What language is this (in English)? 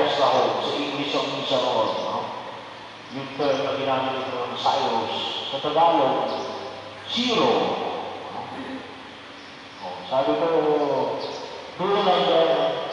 Filipino